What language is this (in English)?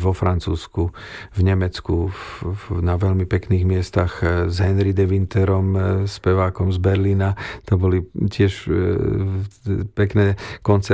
Slovak